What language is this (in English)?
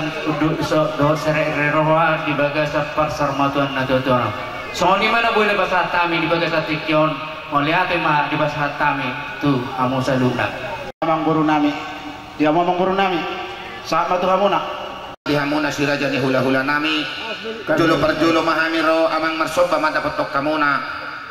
Batak Toba